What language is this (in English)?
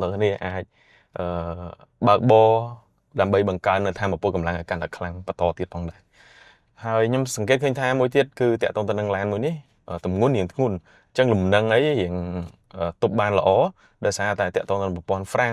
Khmer